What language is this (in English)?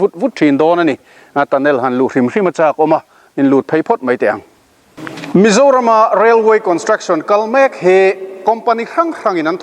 Mizo